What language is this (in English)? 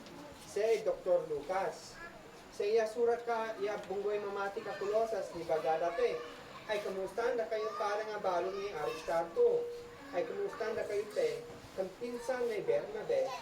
Isnag